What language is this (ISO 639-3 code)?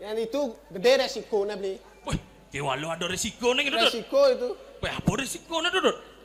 ban